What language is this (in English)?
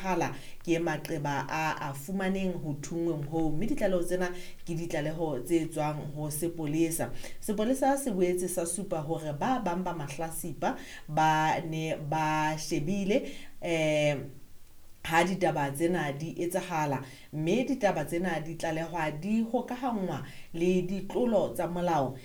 Southern Sotho